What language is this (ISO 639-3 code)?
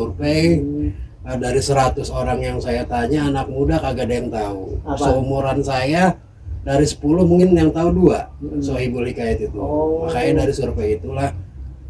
bew